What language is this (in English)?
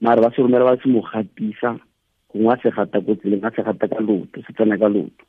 Tswana